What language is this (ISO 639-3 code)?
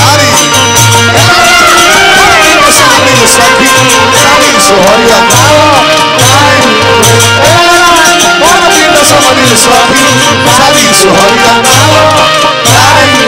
bho